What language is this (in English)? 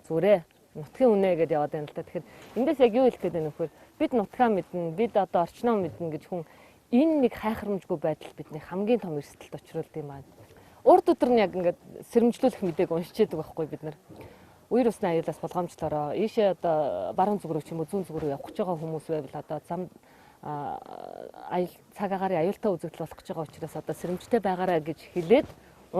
Mongolian